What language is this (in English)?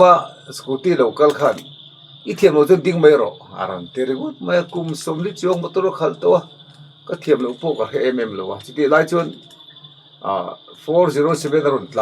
Mizo